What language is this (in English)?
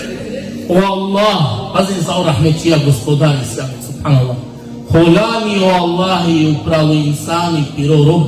Balkan Romani